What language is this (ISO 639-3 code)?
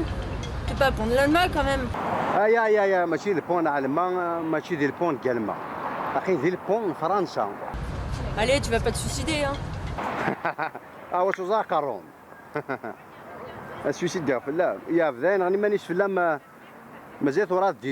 kab